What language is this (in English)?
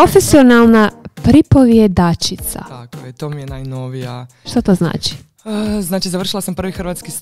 Croatian